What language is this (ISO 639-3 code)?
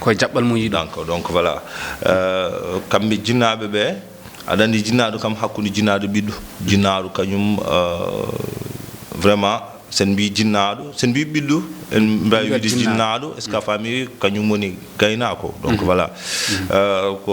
ful